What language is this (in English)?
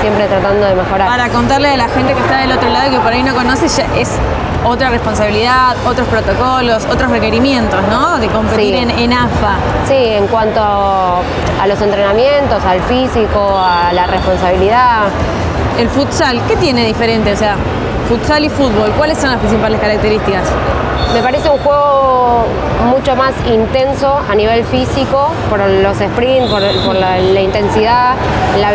Spanish